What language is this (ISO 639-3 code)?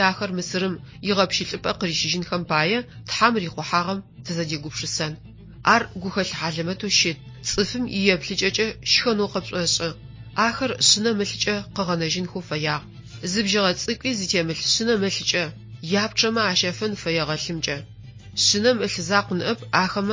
ady